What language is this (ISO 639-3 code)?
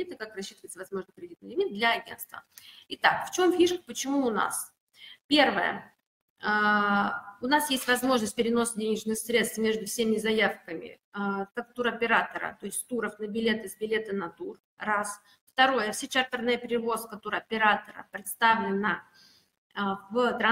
rus